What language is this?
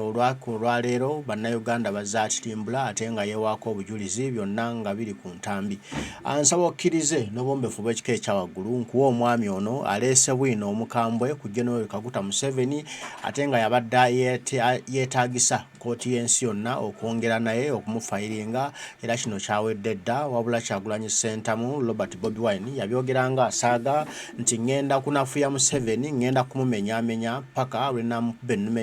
Ganda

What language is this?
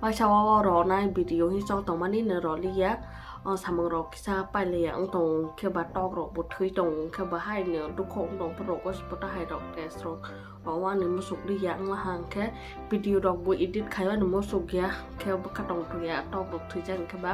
Kok Borok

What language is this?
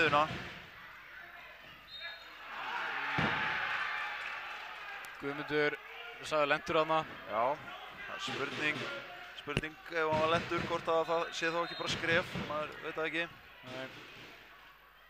Icelandic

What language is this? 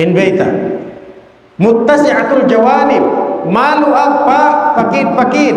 Tausug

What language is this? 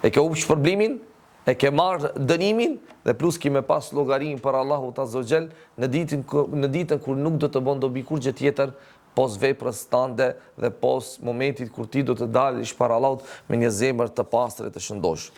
Albanian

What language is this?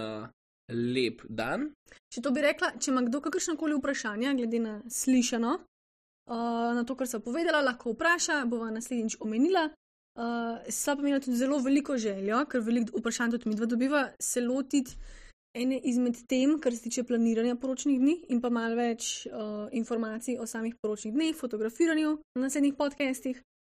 Slovenian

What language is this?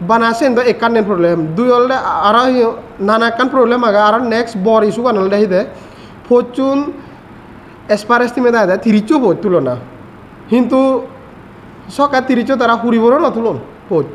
Chakma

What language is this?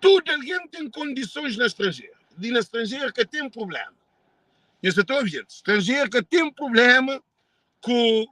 Kabuverdianu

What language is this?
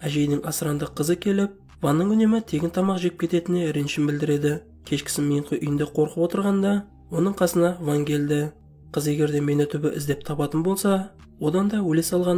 Kazakh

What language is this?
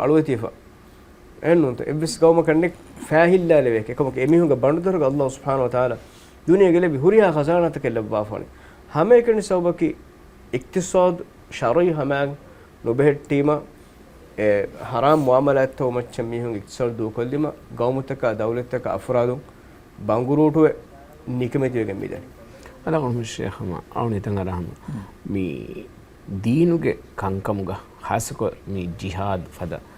Divehi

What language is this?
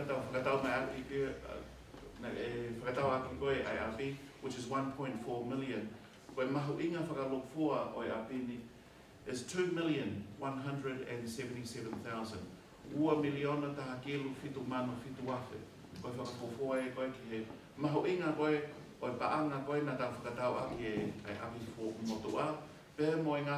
Tongan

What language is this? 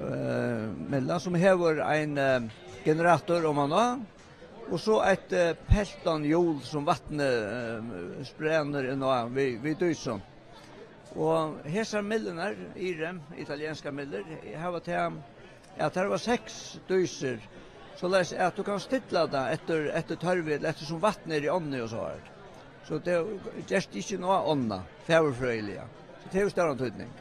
Faroese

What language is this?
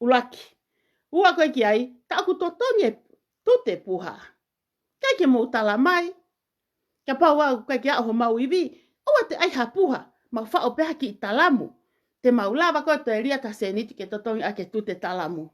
Tongan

